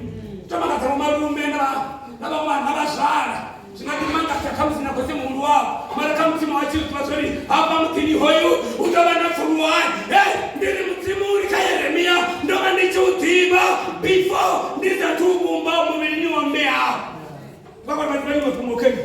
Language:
Venda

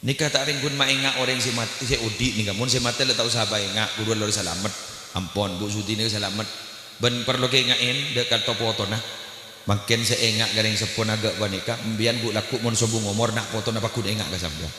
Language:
Madurese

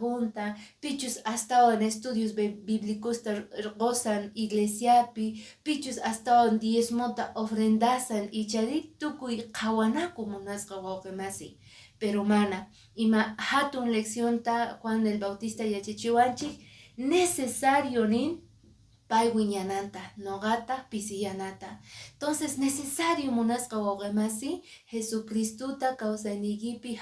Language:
Quechua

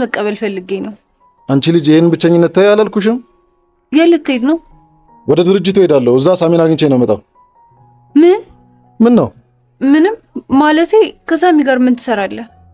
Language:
Amharic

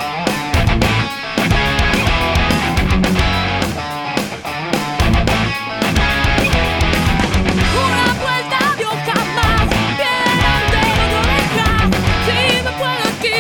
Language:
Basque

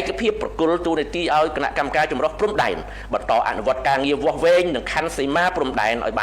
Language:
Khmer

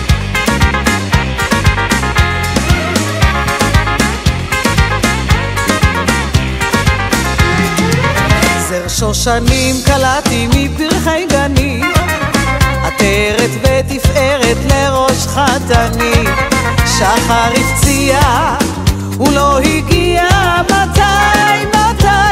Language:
Hebrew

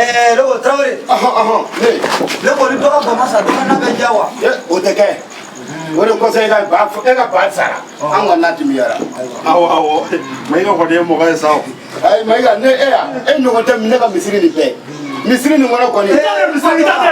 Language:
Bambara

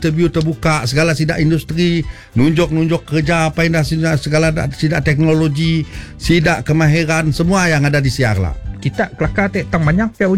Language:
Malay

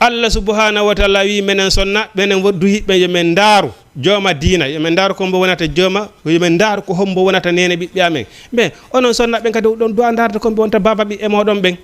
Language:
Fula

